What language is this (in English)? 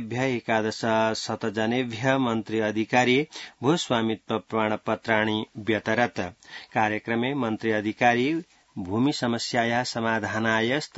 Sanskrit